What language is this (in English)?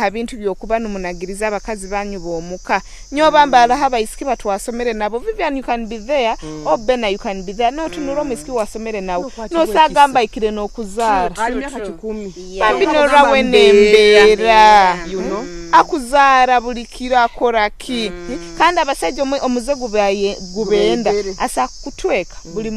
Nyoro